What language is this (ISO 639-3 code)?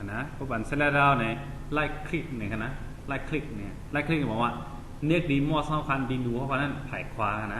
shn